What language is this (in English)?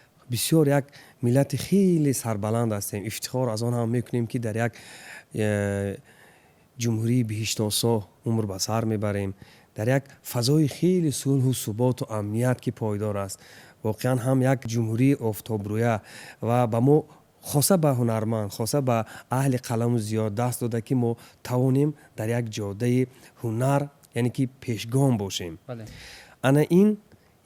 Tajik